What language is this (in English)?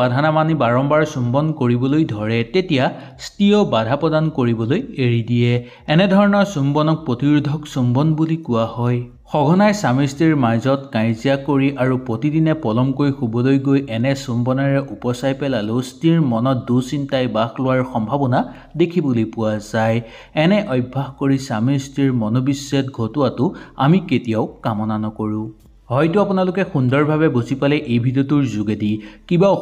Assamese